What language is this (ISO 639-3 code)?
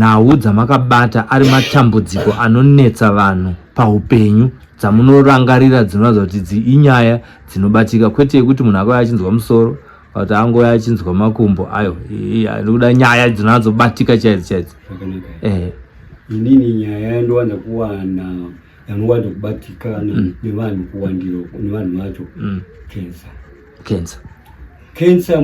sna